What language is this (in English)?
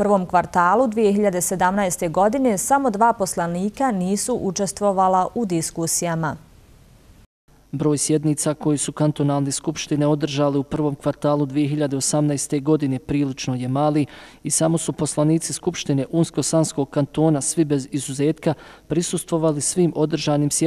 Bosnian